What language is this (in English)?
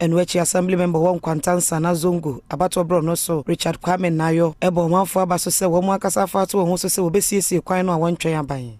Akan